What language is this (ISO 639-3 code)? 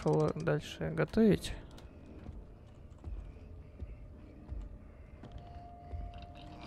rus